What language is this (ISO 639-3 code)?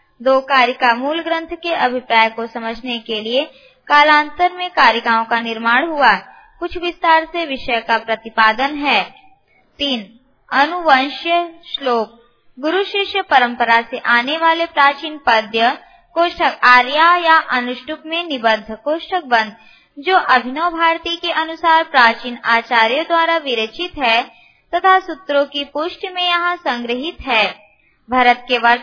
hin